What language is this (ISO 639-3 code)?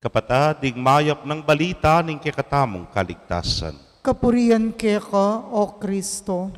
pam